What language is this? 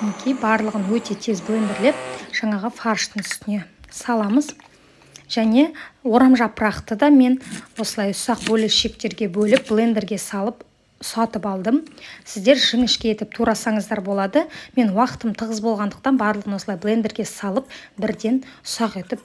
Kazakh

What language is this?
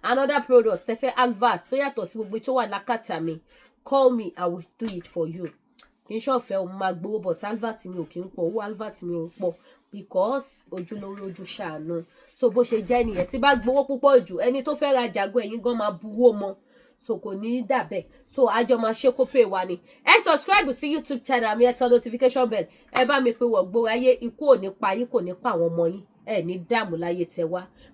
Yoruba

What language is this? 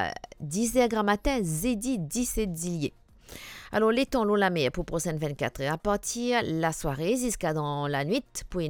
Morisyen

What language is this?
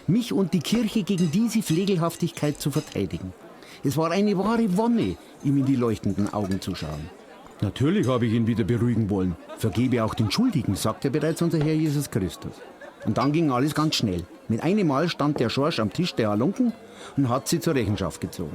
Bavarian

